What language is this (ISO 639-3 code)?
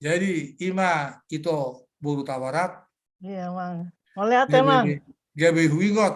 bbc